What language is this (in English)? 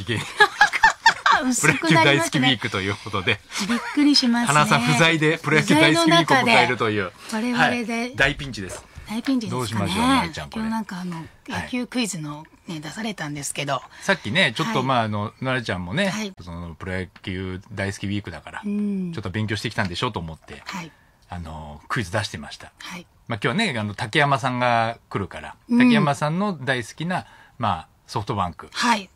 Japanese